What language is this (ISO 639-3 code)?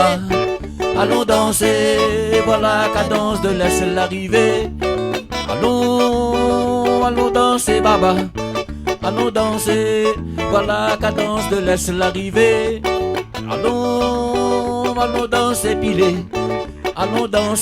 rcf